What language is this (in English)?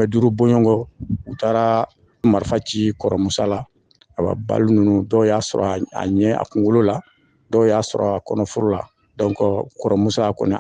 Bambara